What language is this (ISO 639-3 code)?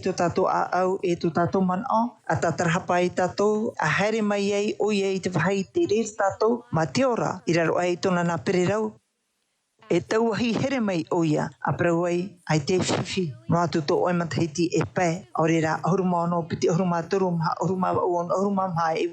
tah